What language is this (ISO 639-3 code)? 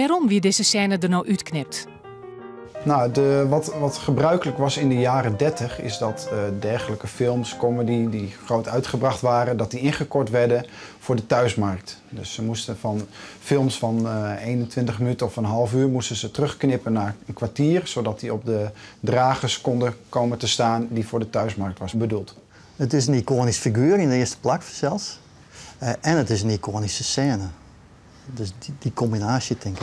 fry